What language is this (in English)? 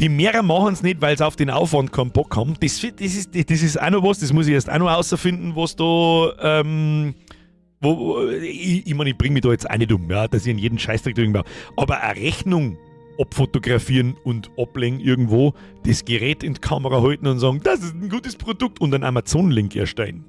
Bavarian